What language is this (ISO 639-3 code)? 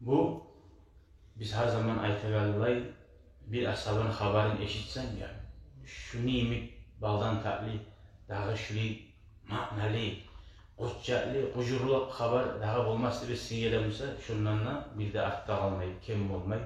kum